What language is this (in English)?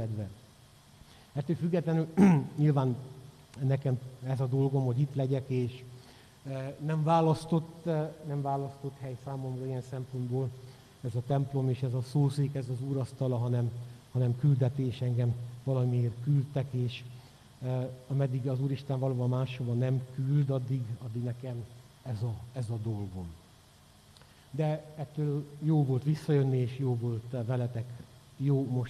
Hungarian